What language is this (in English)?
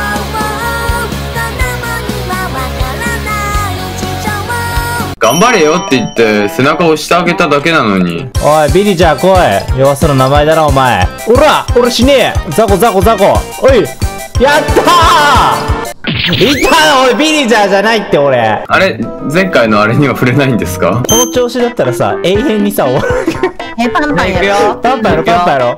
Japanese